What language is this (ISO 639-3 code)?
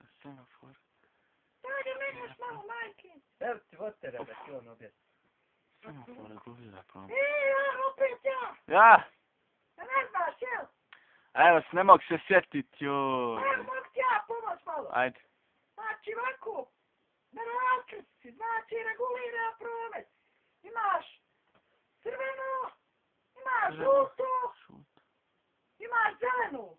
bos